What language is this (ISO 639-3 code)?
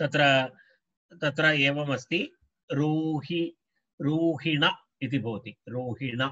san